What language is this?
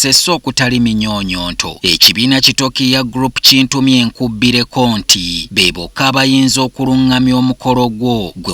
Ganda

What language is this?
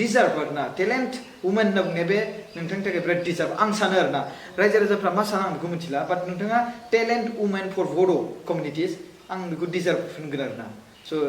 Bodo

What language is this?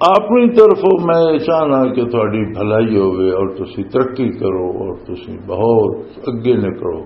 Western Panjabi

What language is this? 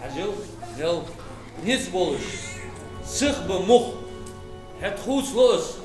Ingush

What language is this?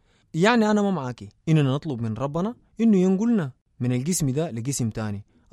Sudanese Arabic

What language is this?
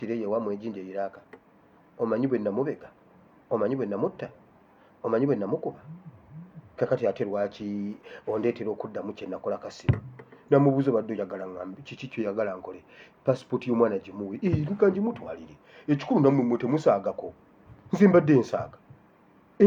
Ganda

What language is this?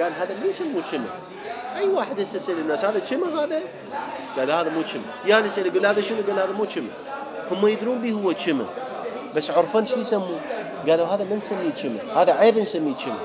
Mesopotamian Arabic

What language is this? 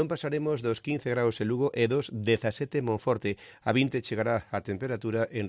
Galician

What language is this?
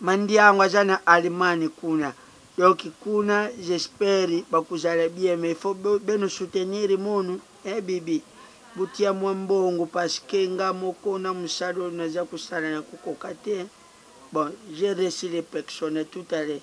Lingala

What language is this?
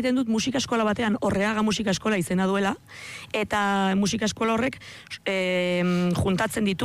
Basque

